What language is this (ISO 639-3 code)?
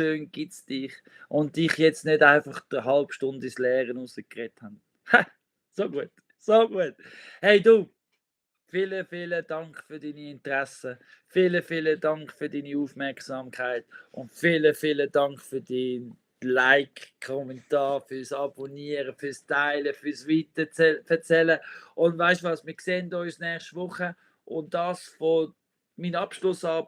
gsw